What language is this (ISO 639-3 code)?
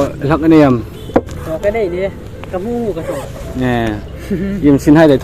hmr